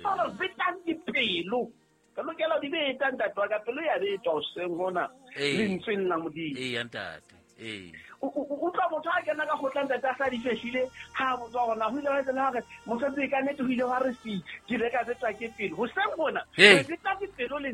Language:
Southern Sotho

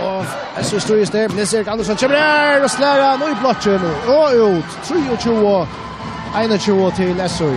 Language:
Faroese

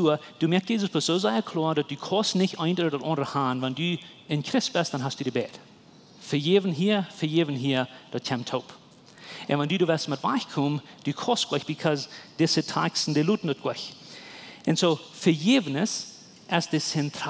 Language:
Plautdietsch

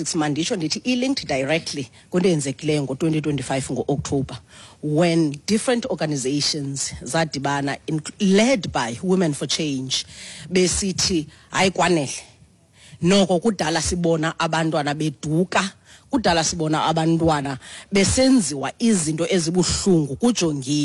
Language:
Xhosa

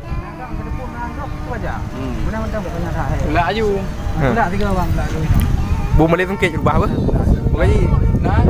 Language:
Achinese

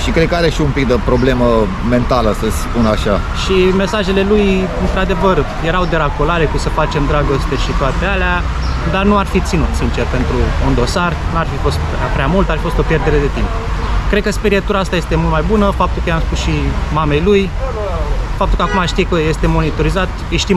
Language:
Romanian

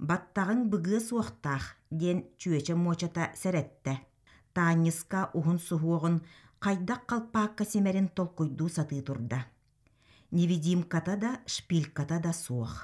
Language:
Yakut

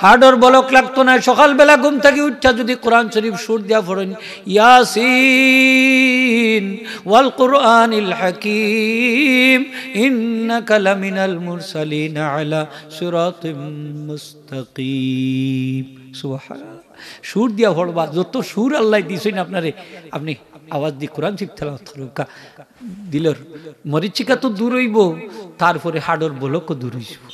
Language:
Sylheti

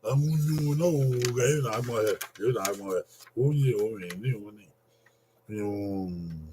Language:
Bini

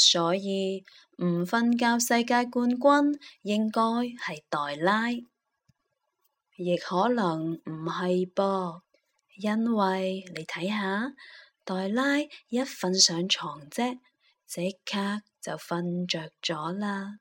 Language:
Cantonese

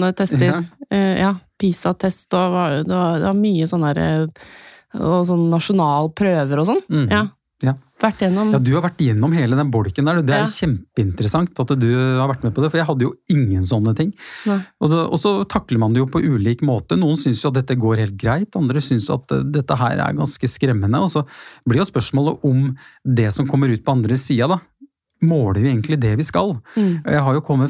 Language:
Norwegian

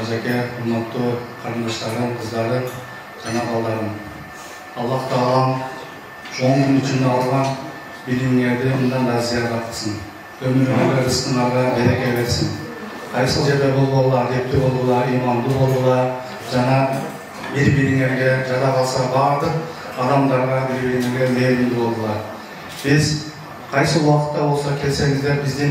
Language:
Kyrgyz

